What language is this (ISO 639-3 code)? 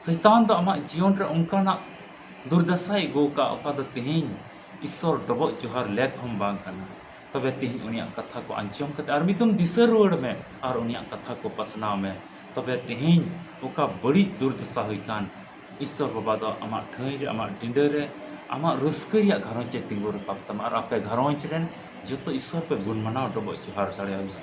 sat